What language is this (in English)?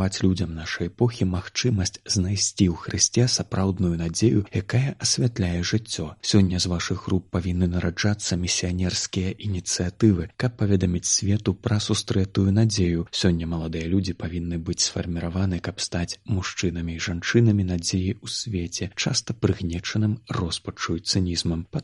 Belarusian